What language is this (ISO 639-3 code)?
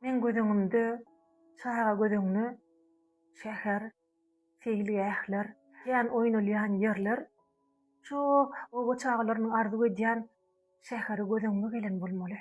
tuk